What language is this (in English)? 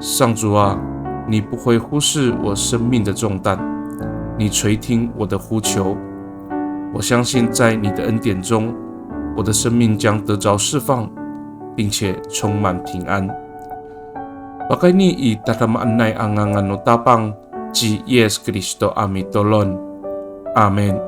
Amis